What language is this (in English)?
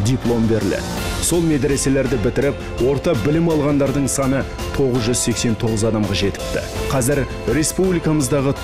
Kazakh